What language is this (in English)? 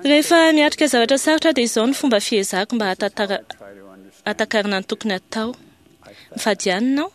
Malagasy